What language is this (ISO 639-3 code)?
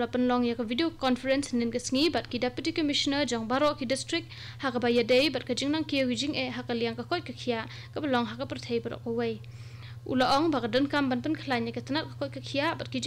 kha